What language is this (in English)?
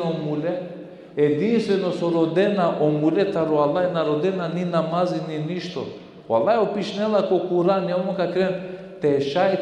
Balkan Romani